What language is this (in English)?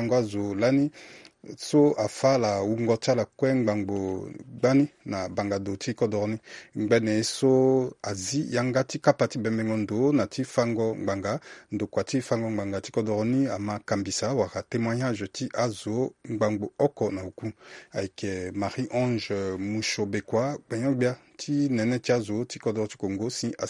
Sango